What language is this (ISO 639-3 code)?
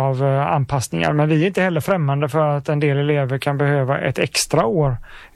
swe